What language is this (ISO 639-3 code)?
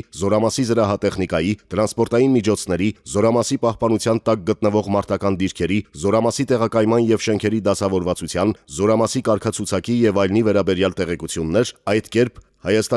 hye